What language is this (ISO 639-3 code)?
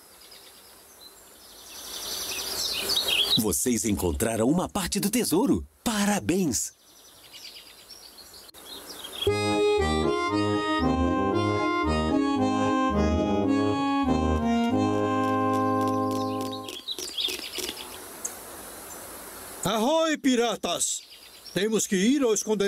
por